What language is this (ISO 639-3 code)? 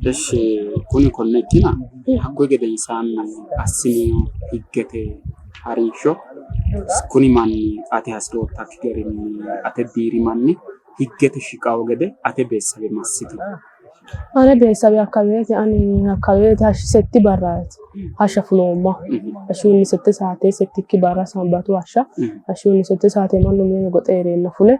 sid